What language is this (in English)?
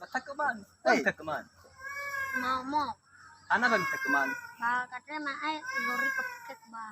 Nias